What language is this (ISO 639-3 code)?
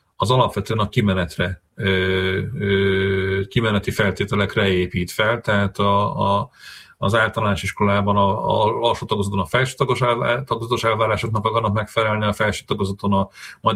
hun